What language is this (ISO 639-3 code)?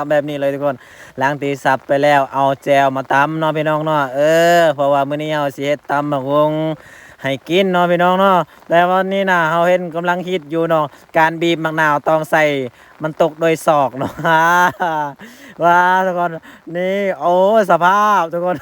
lao